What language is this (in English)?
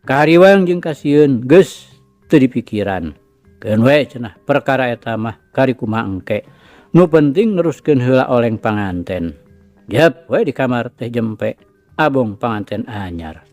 Sundanese